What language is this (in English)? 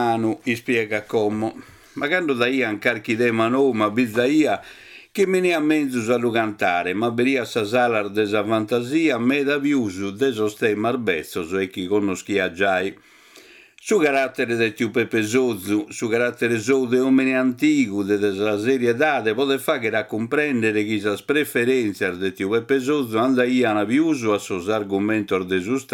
Sardinian